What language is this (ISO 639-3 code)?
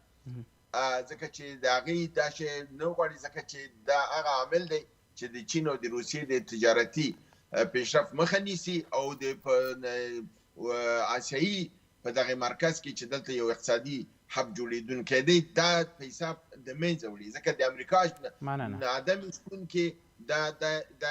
pus